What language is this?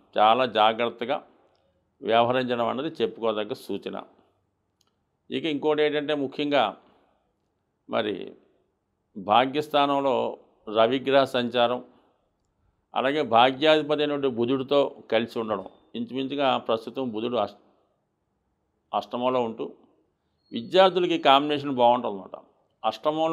Telugu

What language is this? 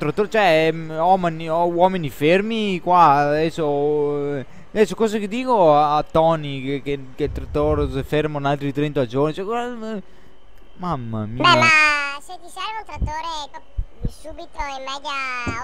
Italian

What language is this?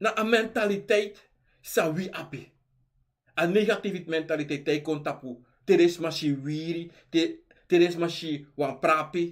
Sranan Tongo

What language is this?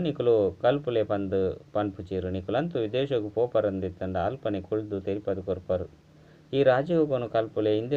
Tulu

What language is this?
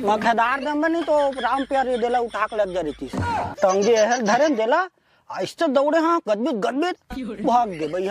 Chhattisgarhi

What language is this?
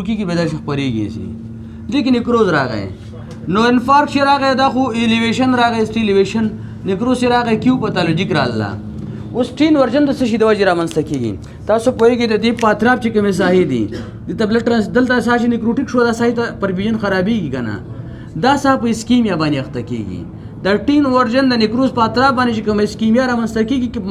Pashto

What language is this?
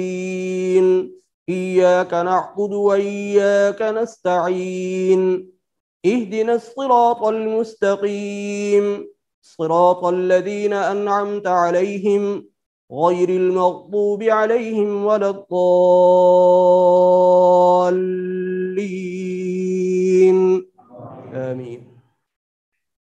Arabic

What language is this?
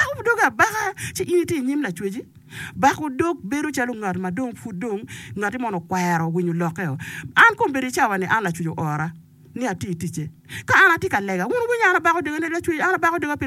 Acoli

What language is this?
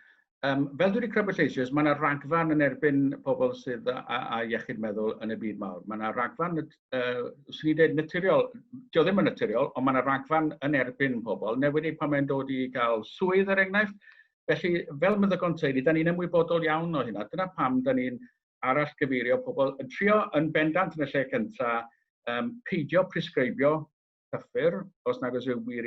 Welsh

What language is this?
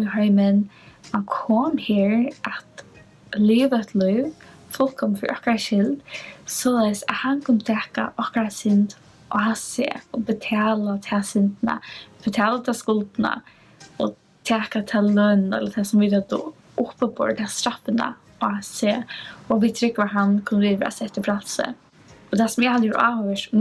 Faroese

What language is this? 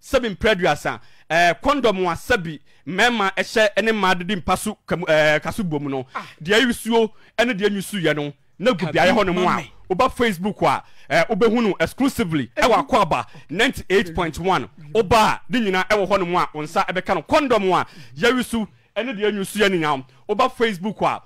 Akan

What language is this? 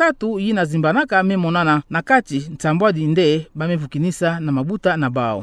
Kituba (Democratic Republic of Congo)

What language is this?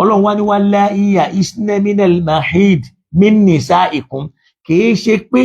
Yoruba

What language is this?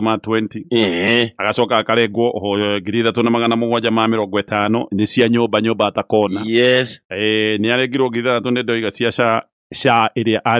Kikuyu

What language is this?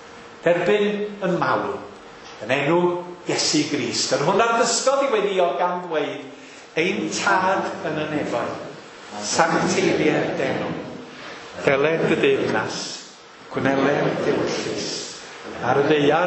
Welsh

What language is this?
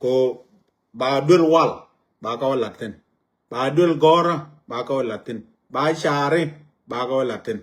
Nuer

